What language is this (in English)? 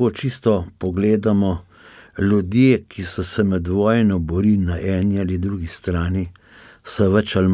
Slovenian